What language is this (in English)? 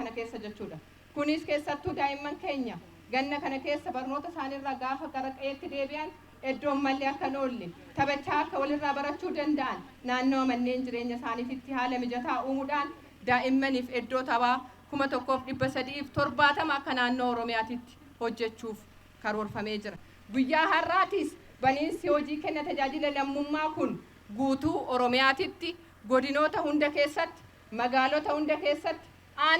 Oromo